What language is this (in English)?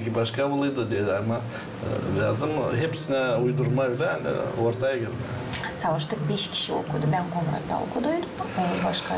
Gagauz